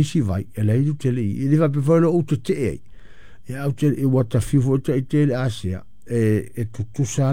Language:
Samoan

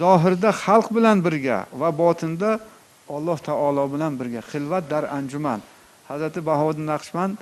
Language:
Uzbek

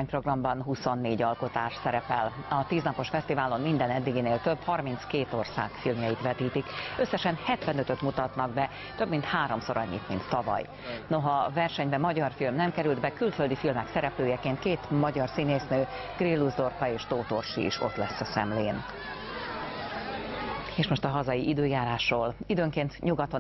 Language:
Hungarian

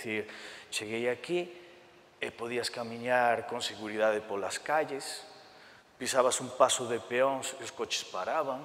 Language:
Galician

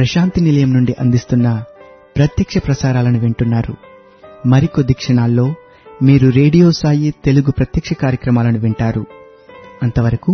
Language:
Telugu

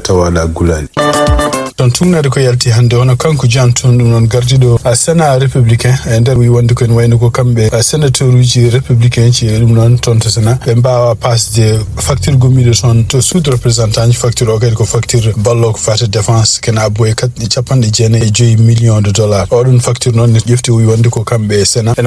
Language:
Fula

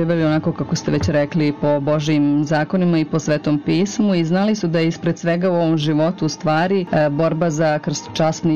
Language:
Serbian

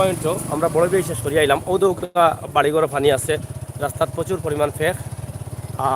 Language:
Sylheti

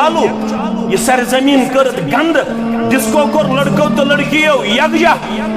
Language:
Kashmiri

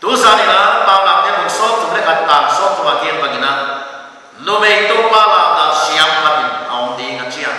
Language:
Paite Chin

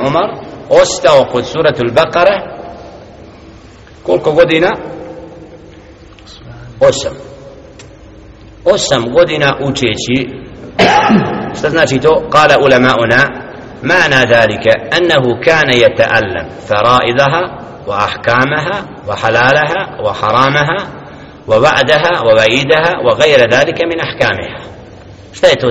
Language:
Bosnian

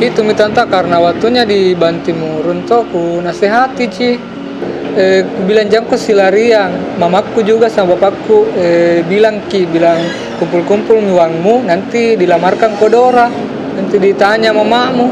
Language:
Makassar Malay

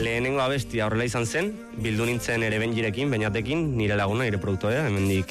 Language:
Basque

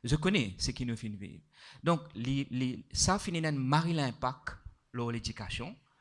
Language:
Morisyen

